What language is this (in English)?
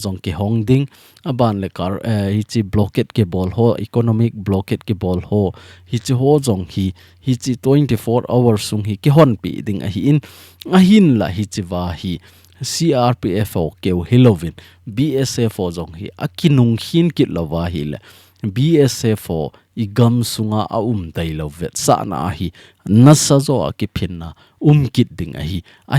Thado Chin